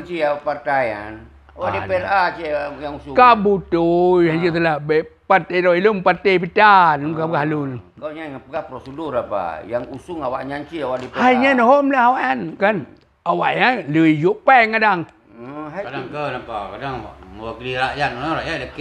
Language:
Achinese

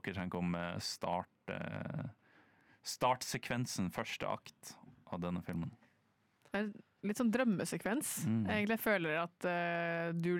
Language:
Norwegian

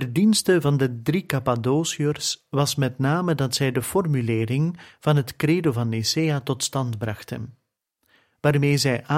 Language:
Dutch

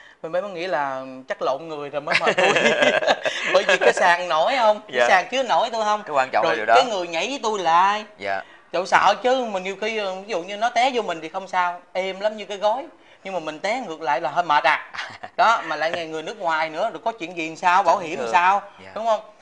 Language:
Vietnamese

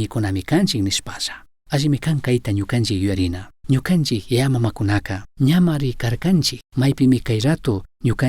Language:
Chimborazo Highland Quichua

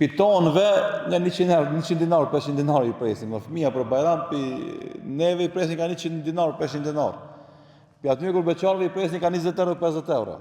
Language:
Albanian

